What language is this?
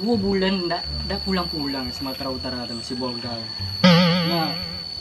Minangkabau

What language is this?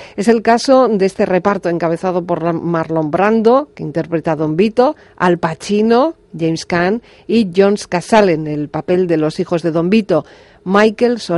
Spanish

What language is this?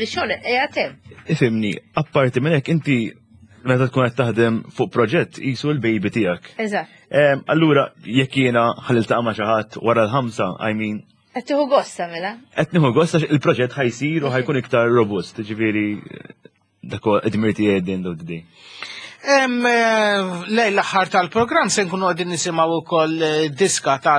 Maltese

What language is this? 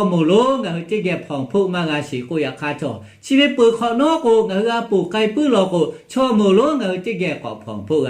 Lahu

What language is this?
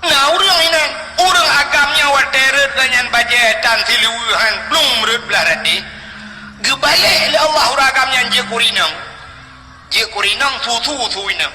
Achinese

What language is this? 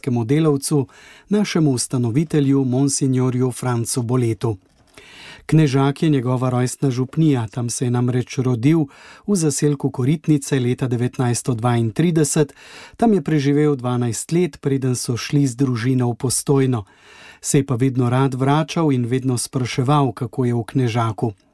Slovenian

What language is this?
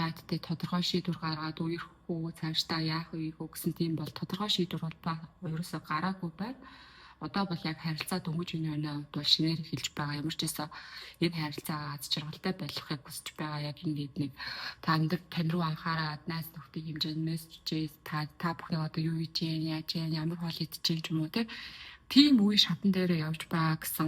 Mongolian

